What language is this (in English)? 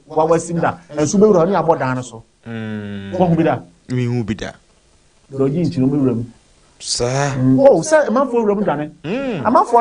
Akan